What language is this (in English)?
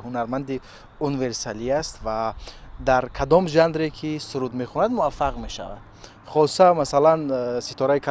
Tajik